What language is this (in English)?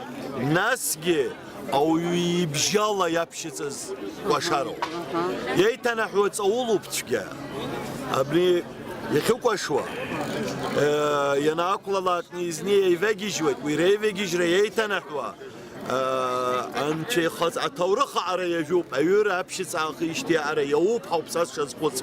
Abkhazian